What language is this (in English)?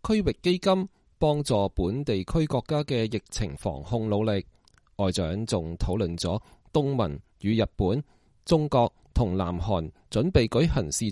Cantonese